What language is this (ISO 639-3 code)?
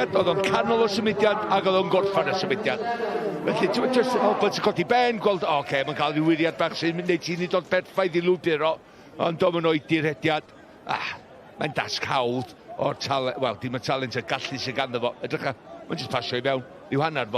cym